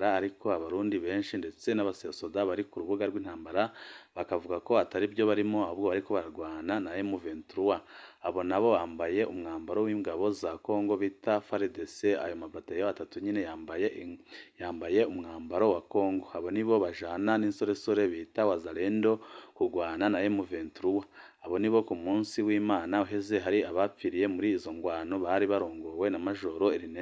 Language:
Rundi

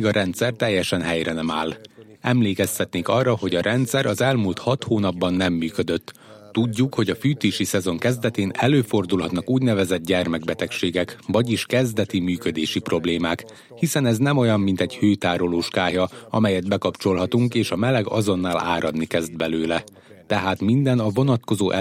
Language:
Hungarian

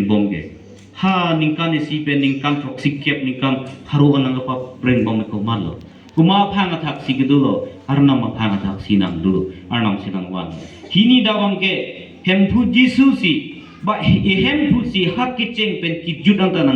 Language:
Karbi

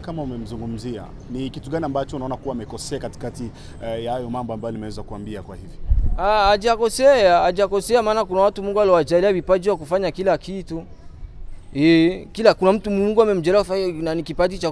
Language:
Swahili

